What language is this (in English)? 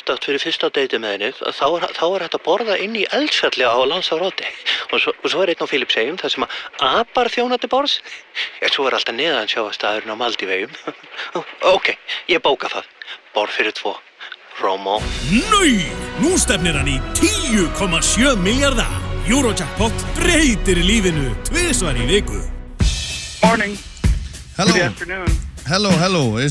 Icelandic